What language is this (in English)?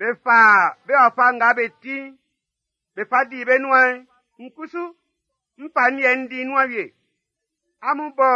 Baoulé